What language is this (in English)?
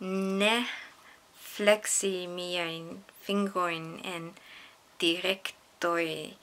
Esperanto